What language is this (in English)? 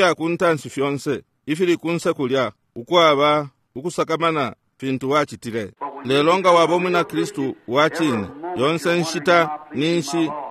Bemba